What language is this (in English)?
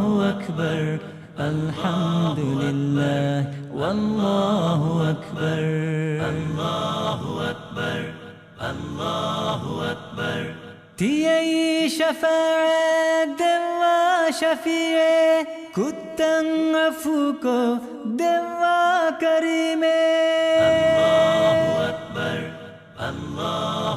Divehi